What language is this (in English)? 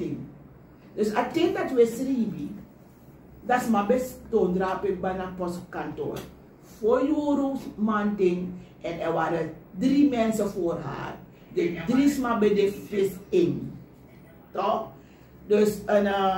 Sranan Tongo